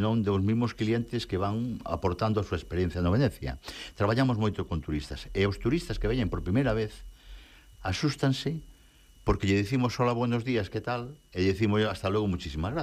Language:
Galician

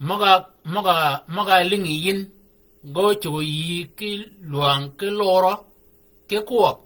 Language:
Shilluk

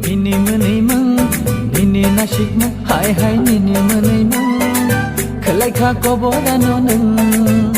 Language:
Kok Borok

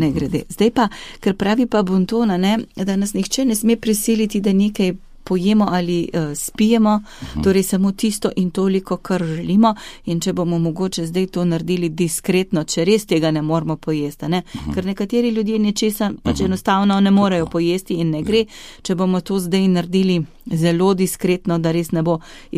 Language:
Slovenian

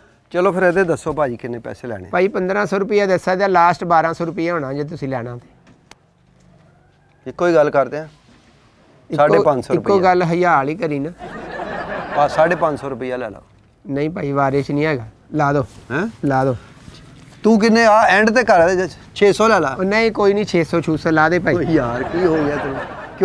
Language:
Punjabi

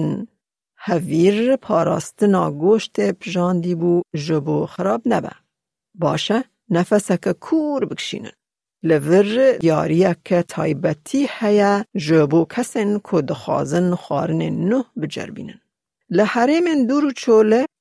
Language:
Kurdish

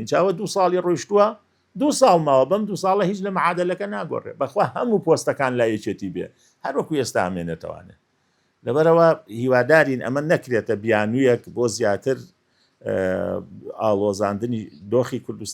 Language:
Central Kurdish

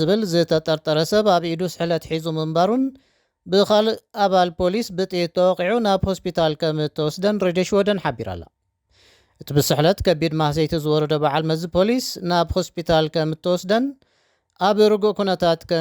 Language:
Tigrinya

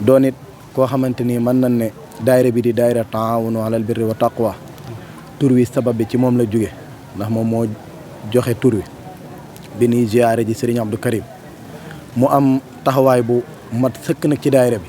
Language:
Wolof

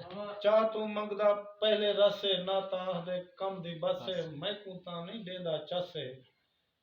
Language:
Saraiki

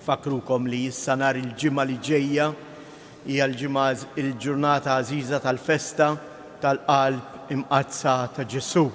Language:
Maltese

